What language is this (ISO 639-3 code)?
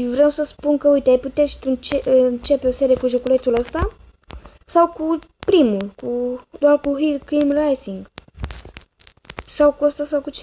ron